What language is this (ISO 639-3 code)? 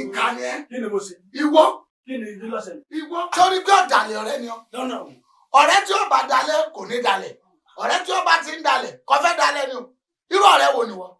yor